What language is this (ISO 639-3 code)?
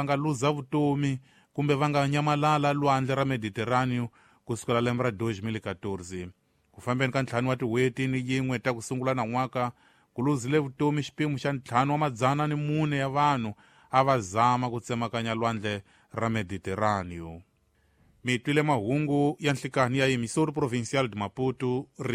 tso